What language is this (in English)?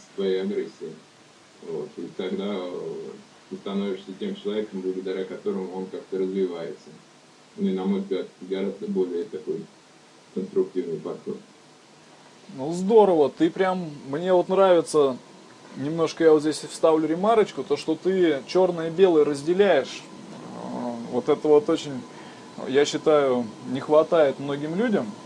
Russian